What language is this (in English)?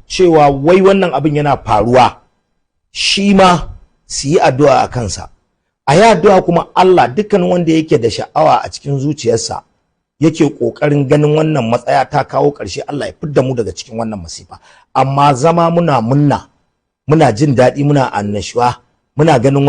Hausa